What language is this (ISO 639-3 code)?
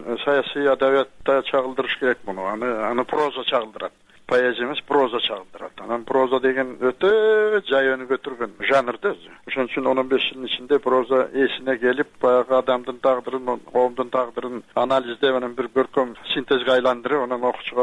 kir